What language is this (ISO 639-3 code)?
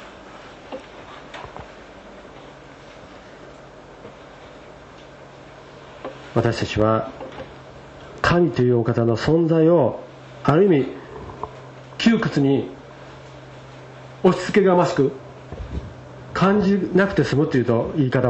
jpn